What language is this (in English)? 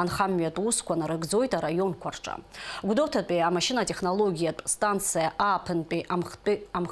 Abkhazian